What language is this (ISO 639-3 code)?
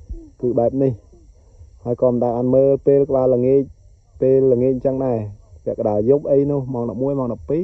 khm